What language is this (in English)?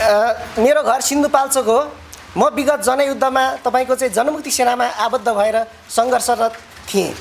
Nepali